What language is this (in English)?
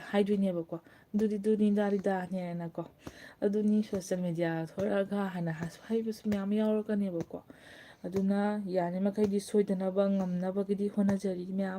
Manipuri